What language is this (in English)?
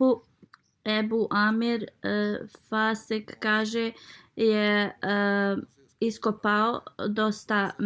Bosnian